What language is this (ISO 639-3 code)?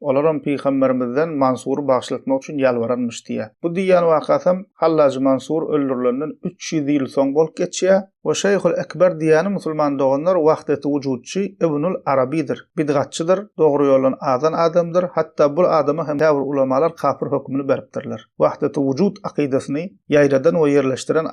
tuk